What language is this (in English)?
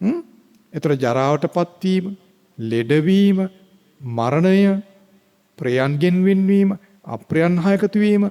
Sinhala